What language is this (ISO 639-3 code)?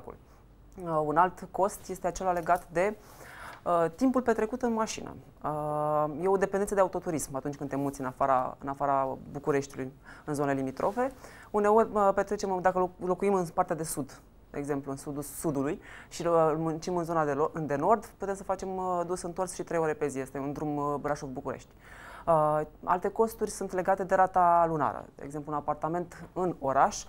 ron